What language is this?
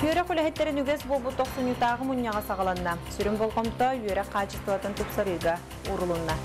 Yakut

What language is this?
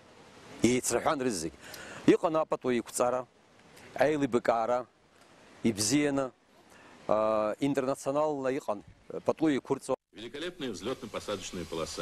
Abkhazian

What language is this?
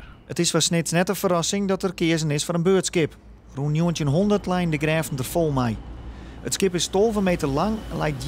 Western Frisian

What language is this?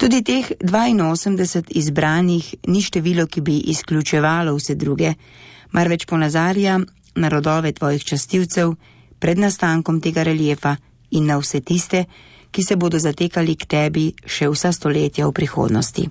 Slovenian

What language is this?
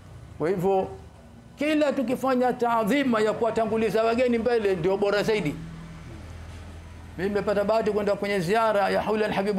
Swahili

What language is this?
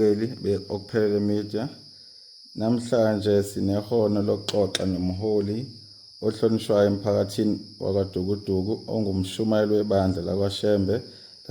Zulu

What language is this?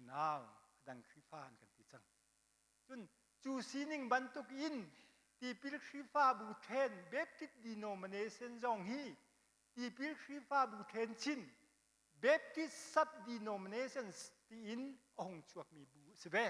Hakha Chin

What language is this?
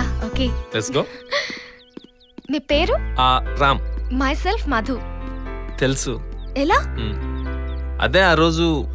Telugu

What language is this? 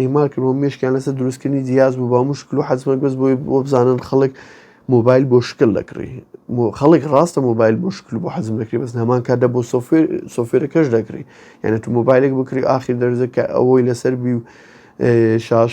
Central Kurdish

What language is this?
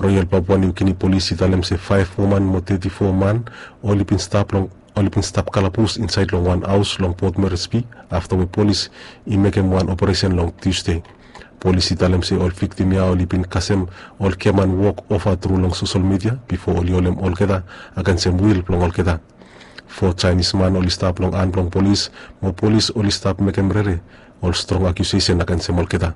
Bislama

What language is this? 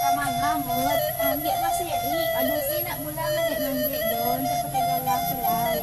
Minangkabau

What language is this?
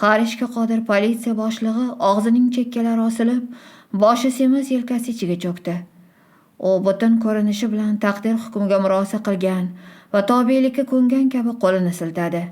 Uzbek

